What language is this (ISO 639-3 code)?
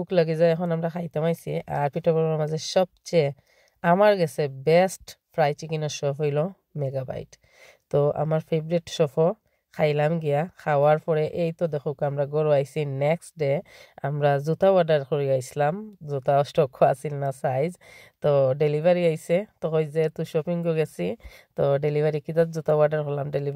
syl